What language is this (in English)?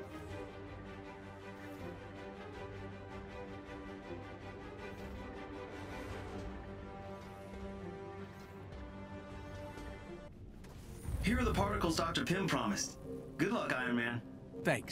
English